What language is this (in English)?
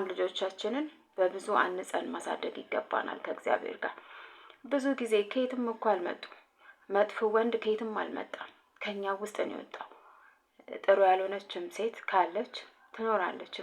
Amharic